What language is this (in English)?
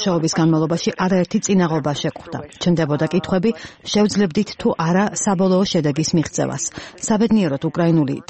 Georgian